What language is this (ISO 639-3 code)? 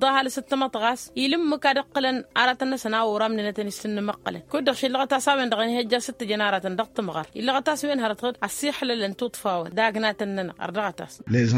taq